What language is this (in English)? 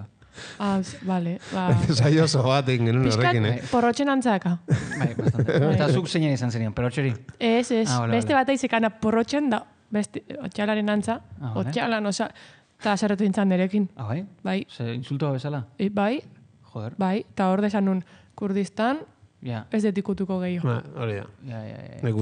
Basque